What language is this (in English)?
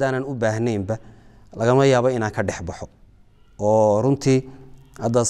Somali